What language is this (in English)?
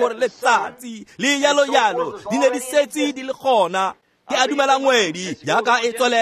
Tswana